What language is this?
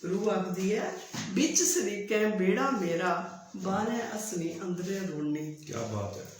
Dogri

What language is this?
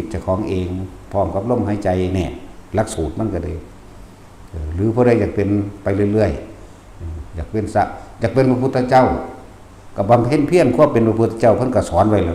Northeastern Thai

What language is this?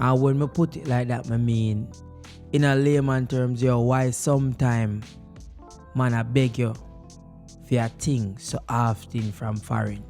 Jamaican Creole English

